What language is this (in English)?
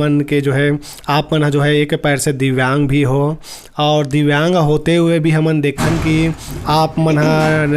Chhattisgarhi